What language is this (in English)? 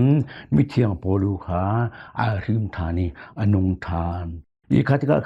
Hakha Chin